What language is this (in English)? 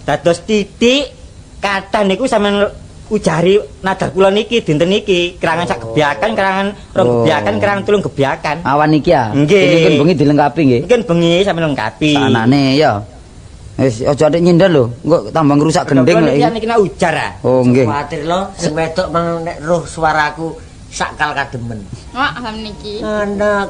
Javanese